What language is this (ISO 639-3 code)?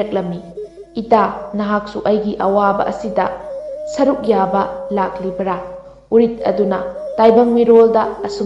mni